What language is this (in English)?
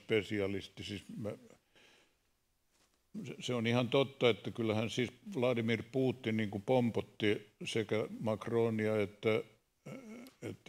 Finnish